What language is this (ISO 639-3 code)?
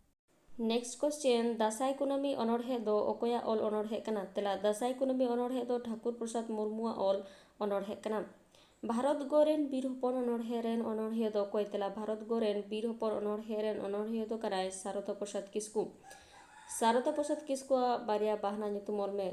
sat